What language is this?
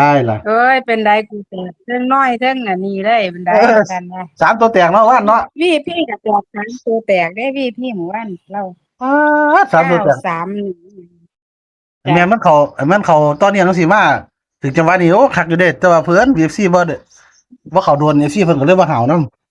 Northeastern Thai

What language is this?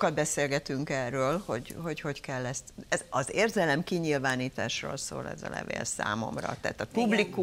Hungarian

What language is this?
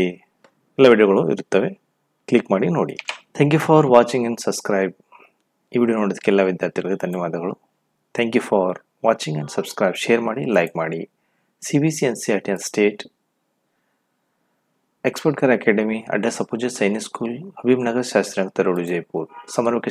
Kannada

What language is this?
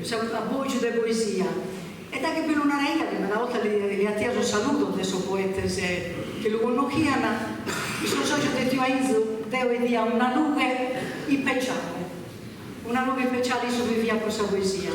Sardinian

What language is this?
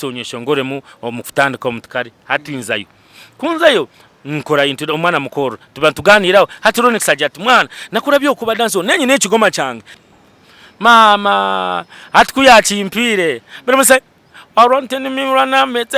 Nyankole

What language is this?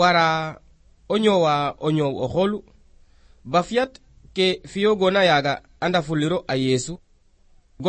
Serer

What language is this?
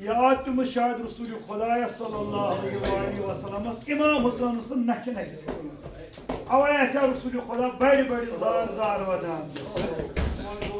Kashmiri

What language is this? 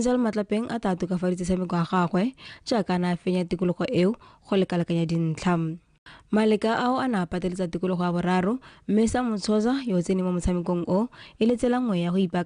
Tswana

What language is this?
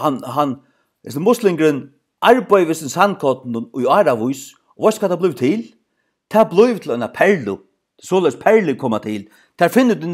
Faroese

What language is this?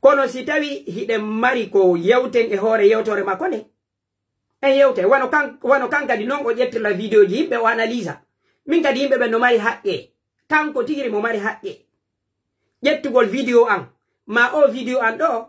Pular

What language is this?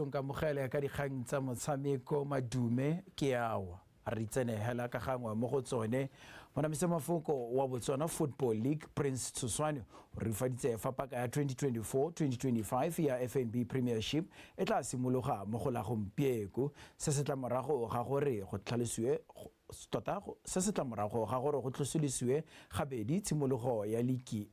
Tswana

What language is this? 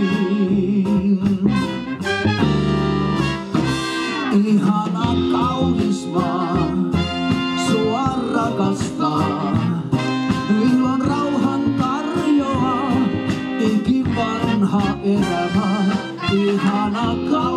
Finnish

